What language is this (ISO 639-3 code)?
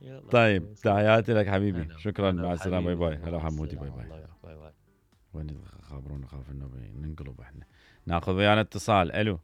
acm